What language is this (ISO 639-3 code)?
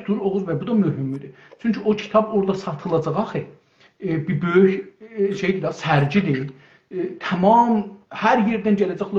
azb